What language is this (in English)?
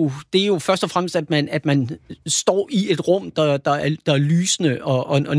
Danish